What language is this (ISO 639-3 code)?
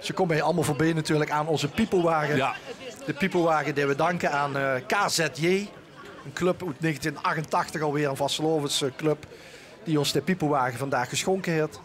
lim